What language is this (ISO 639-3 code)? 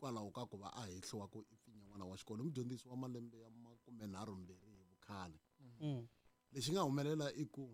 tso